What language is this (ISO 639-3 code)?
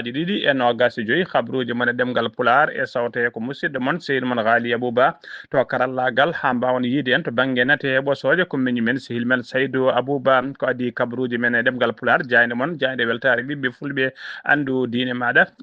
ful